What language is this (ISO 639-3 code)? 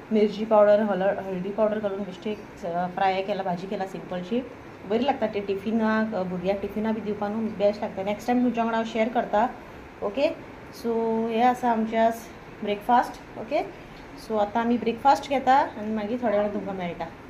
kok